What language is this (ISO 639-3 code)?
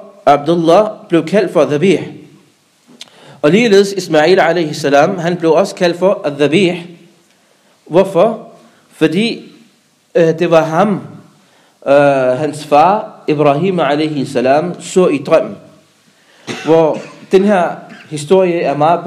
dan